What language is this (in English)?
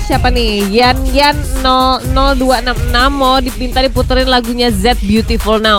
Indonesian